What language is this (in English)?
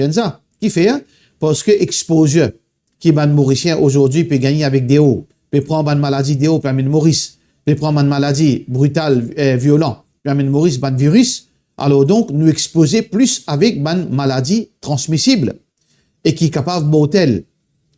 Morisyen